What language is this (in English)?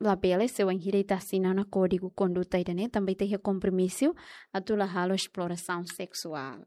Tetum